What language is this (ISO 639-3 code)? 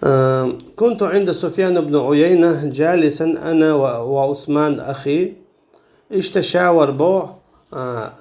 che